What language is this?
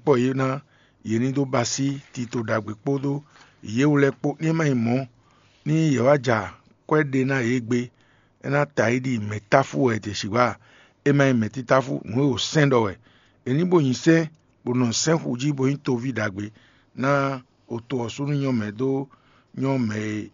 Fon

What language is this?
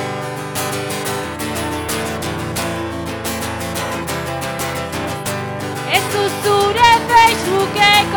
Basque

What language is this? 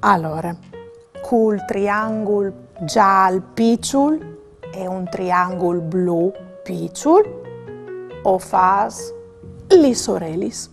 Friulian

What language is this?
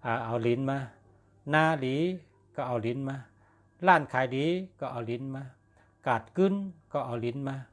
Shan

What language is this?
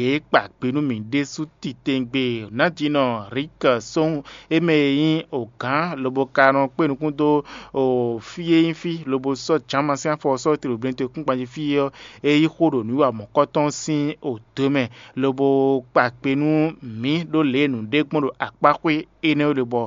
Fon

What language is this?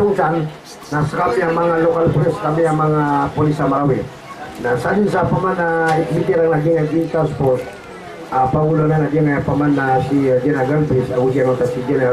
Maranao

